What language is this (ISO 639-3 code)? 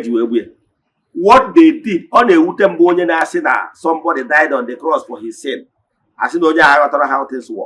ibo